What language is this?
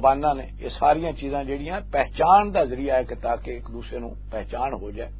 Western Panjabi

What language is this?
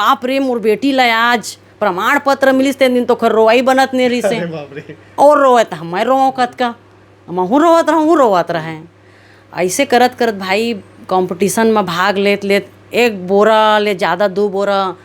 Chhattisgarhi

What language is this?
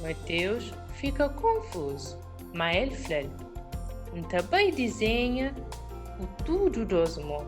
Kabuverdianu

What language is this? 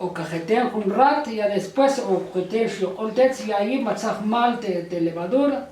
Tektiteko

